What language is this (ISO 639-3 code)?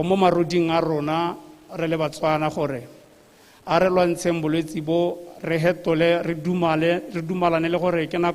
tsn